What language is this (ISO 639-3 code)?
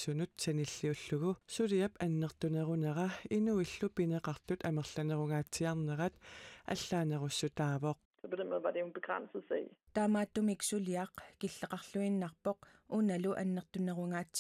kal